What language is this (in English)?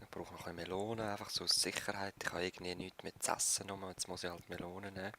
Swiss German